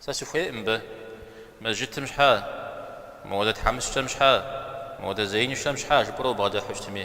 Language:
Kabardian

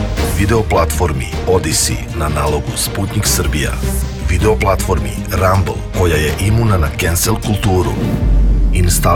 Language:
Serbian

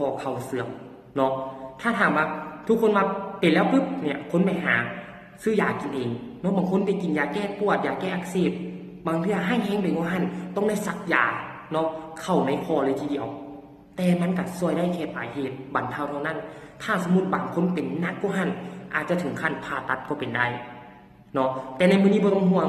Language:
Lao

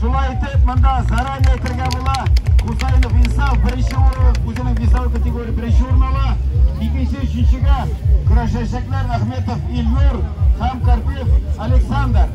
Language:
Tatar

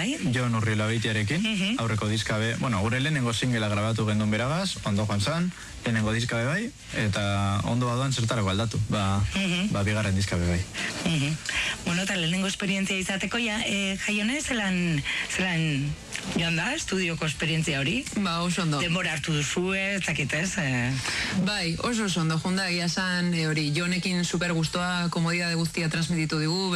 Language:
Basque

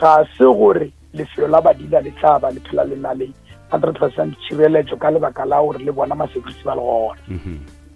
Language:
Northern Sotho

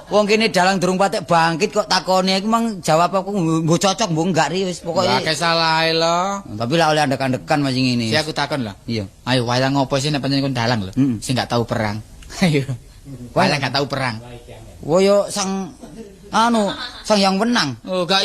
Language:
Javanese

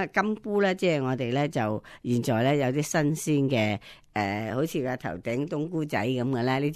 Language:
Cantonese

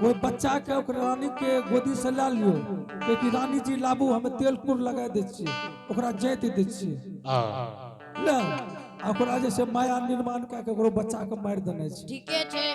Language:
Angika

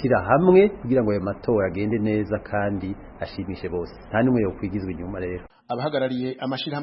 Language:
Kinyarwanda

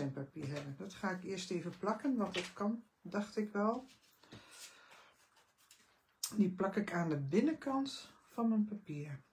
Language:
Dutch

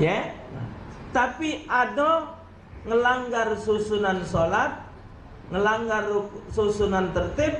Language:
Musi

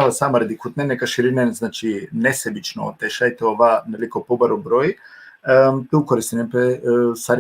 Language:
Balkan Romani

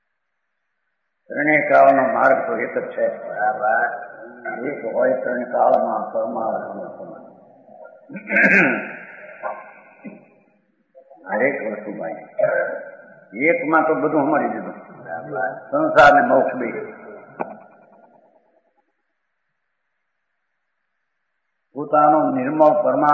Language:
Gujarati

